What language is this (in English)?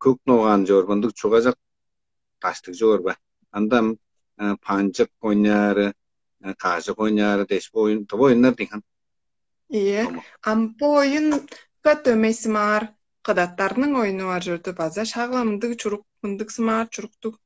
Tuvinian